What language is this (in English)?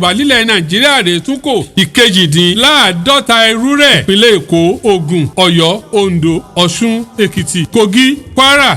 Yoruba